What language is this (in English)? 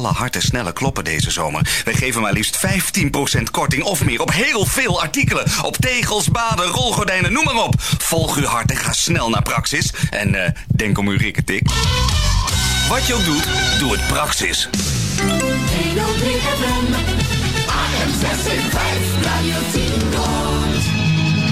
Dutch